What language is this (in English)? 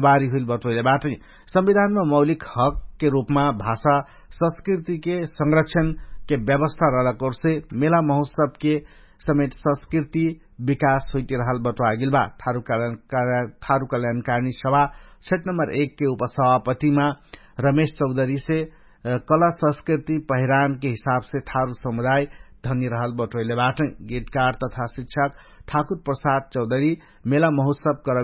Dangaura Tharu